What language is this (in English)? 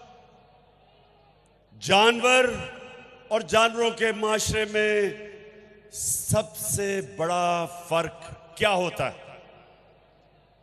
Hindi